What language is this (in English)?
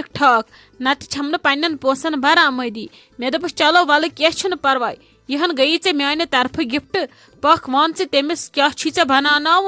Kashmiri